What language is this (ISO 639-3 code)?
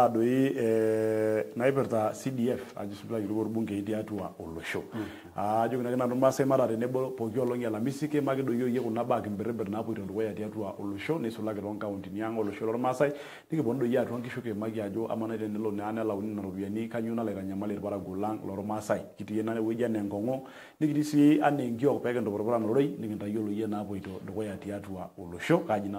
mas